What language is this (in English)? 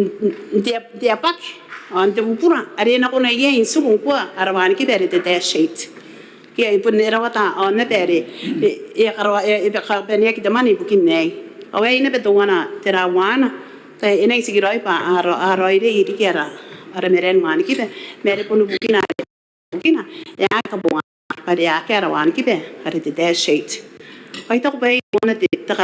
Gilbertese